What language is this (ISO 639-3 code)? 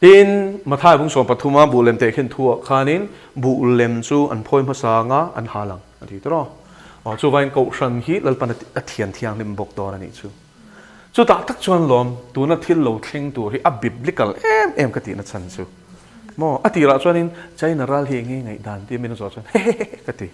lus